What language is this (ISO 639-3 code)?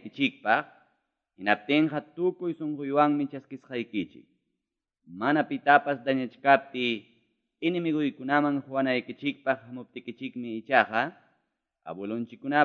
quy